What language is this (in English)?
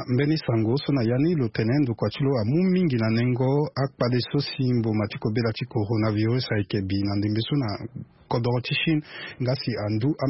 Sango